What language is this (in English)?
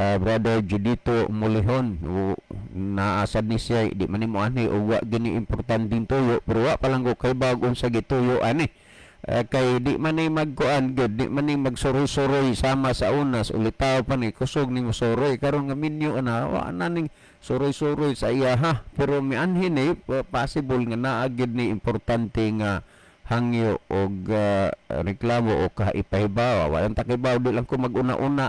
Cebuano